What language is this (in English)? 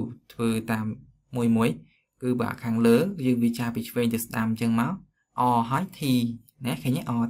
Khmer